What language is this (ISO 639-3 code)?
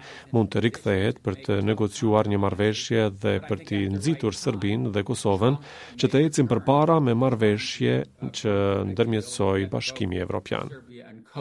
sqi